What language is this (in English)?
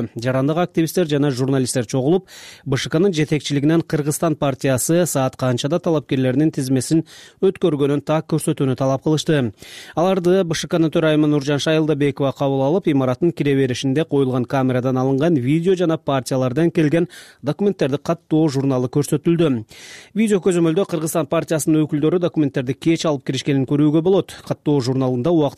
Kyrgyz